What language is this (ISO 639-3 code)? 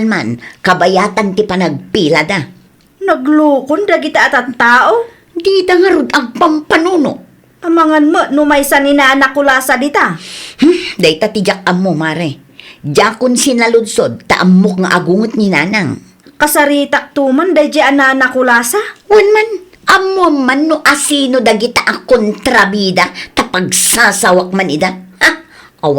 ilo